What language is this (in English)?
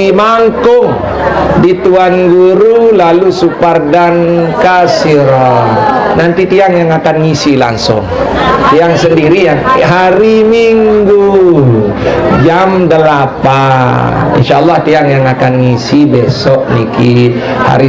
Sasak